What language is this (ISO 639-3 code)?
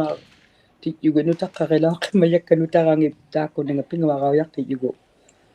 iku